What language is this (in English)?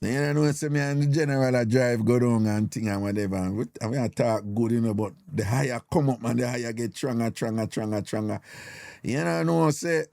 Jamaican Creole English